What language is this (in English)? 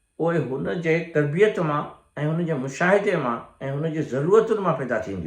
Sindhi